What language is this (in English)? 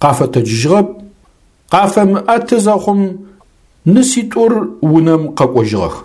Adyghe